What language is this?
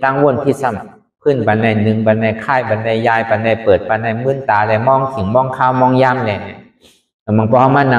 Shan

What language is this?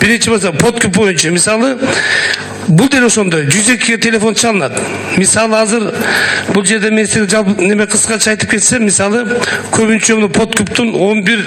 Kyrgyz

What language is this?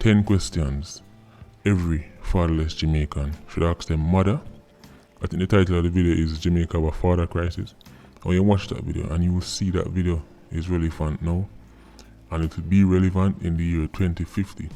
Jamaican Creole English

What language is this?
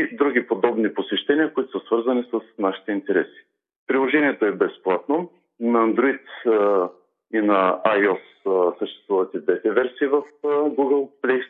Bulgarian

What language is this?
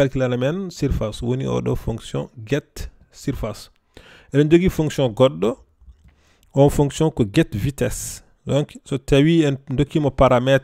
Fula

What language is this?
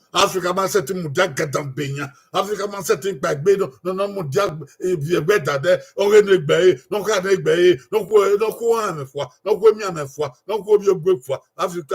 Bini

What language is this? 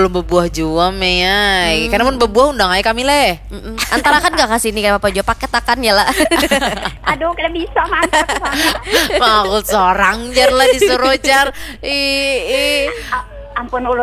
Banjar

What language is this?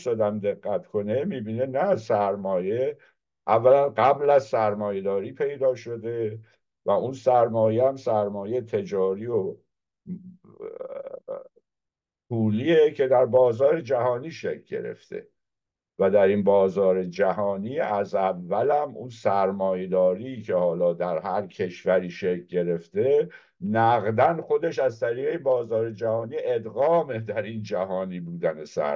Persian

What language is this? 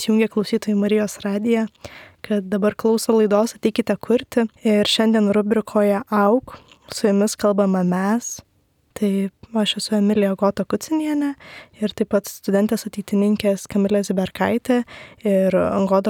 Lithuanian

